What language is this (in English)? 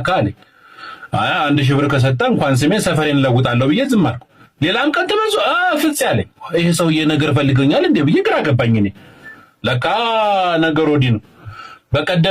Amharic